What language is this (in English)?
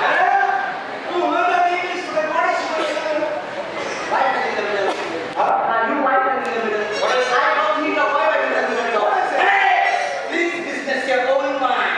Konkani